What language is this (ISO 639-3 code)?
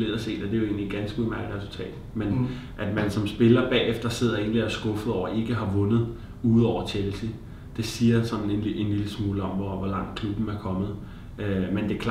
dan